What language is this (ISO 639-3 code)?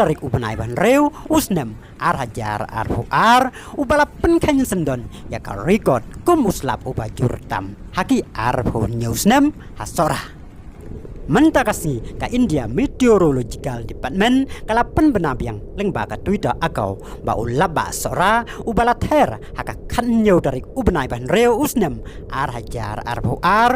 kha